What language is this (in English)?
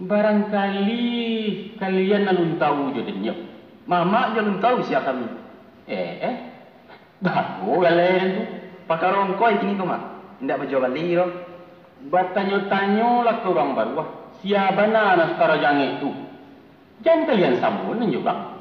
Minangkabau